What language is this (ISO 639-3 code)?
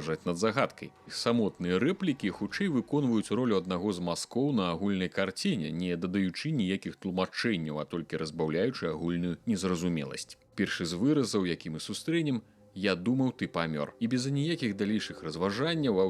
bel